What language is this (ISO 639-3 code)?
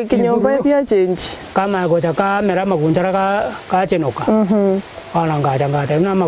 guz